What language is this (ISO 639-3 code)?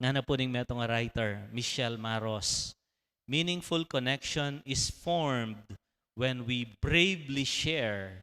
pam